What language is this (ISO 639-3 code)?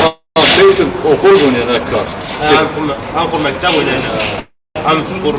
zza